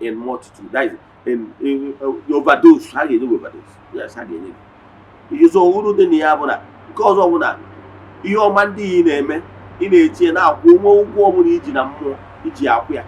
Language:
Igbo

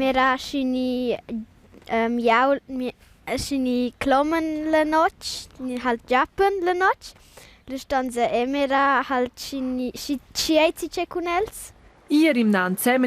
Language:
Romansh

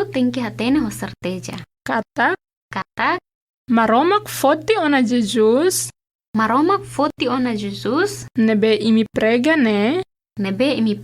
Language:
Tetum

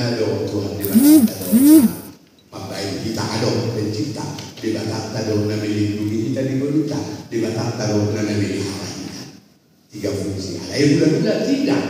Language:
Batak Toba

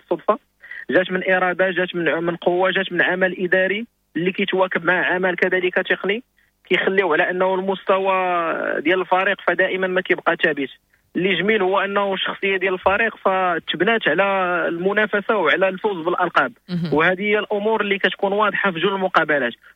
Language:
Moroccan Arabic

